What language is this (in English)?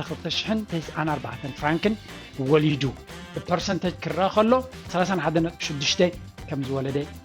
Tigrinya